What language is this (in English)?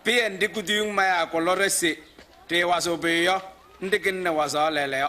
Kabiyè